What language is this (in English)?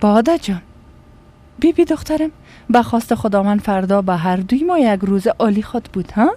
Persian